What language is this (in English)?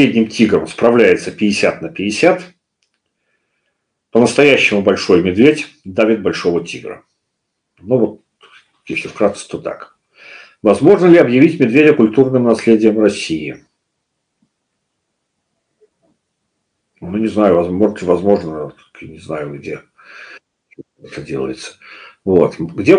Russian